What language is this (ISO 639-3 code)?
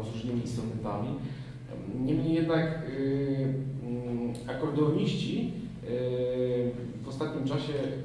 pol